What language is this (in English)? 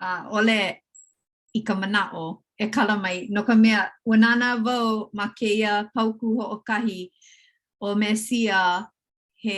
Hawaiian